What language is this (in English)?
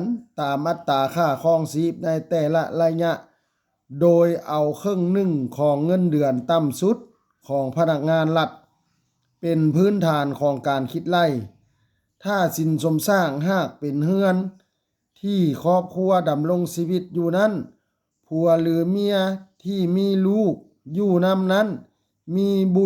Lao